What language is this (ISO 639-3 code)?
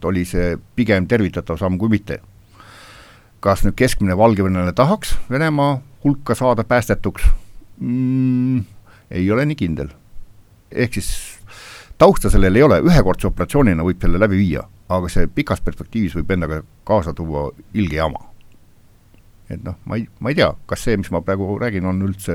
est